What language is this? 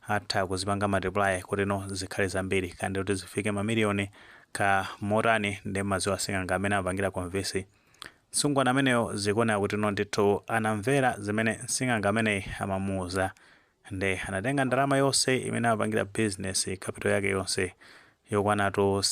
Nyanja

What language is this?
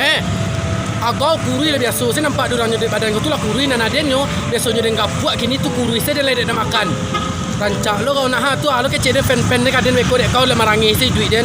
Minangkabau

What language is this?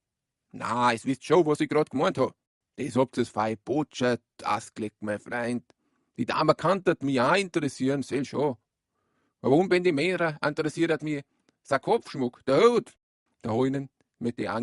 Bavarian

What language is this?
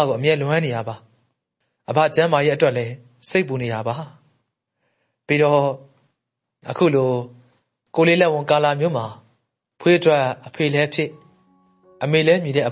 Burmese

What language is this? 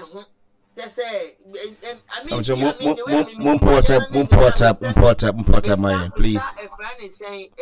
Akan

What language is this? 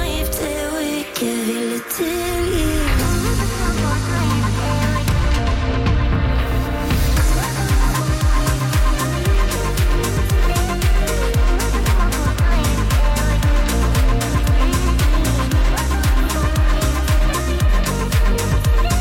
Norwegian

